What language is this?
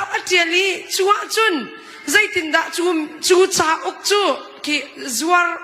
Hakha Chin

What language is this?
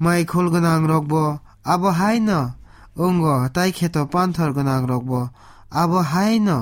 Kok Borok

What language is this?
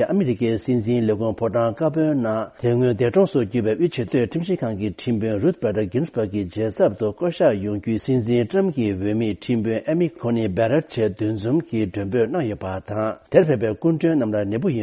Tibetan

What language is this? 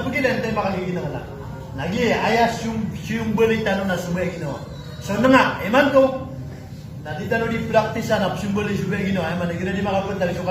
Maranao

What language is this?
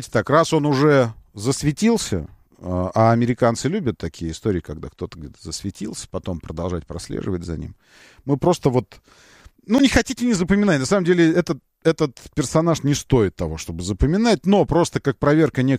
Russian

